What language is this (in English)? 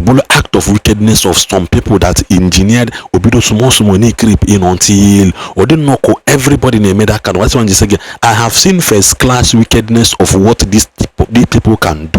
Igbo